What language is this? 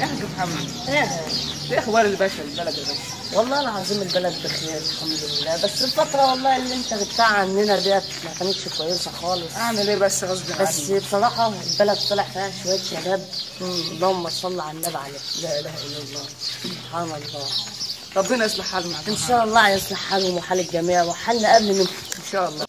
Egyptian Arabic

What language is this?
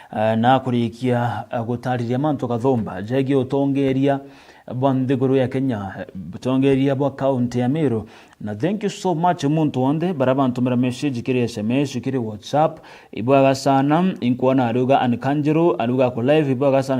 Meru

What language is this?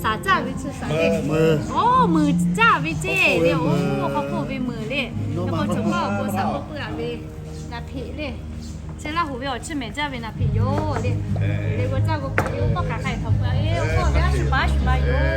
Lahu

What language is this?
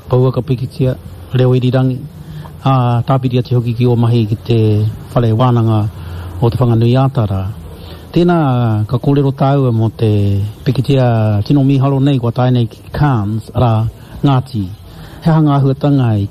Māori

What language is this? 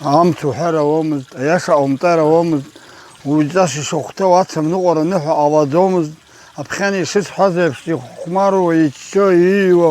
Abkhazian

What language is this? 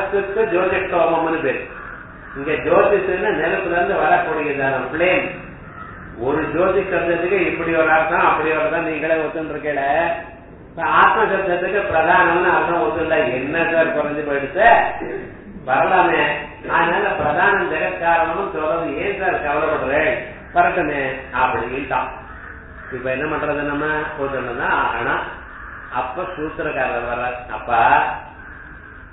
Tamil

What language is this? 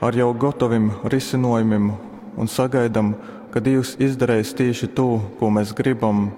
Latgalian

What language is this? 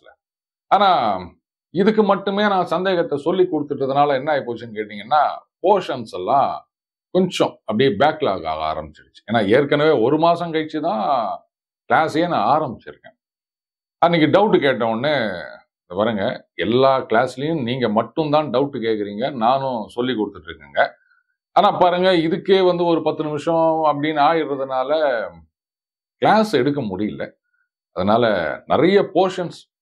Tamil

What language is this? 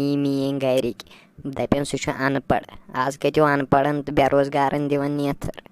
Kashmiri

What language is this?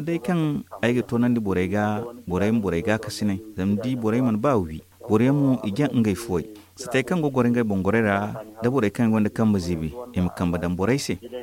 Zarma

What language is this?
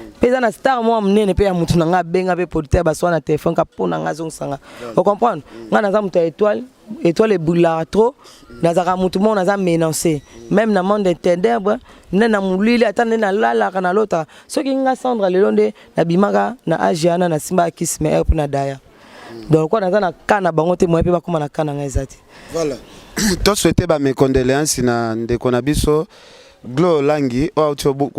Lingala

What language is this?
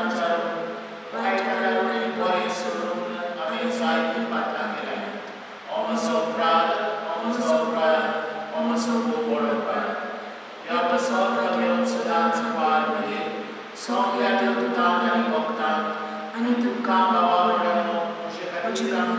Konkani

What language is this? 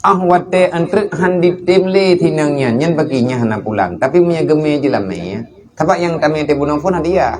Achinese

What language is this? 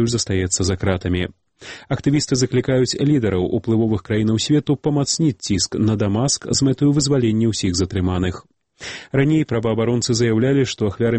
Belarusian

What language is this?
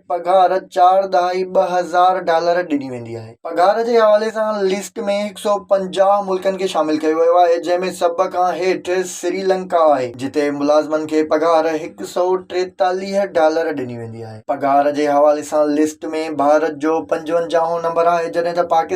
Sindhi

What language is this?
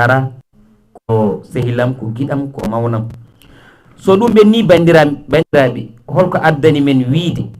Fula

